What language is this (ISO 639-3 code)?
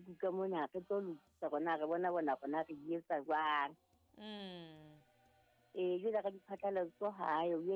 sot